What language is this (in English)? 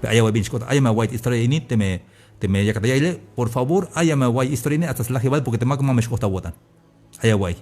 Tzeltal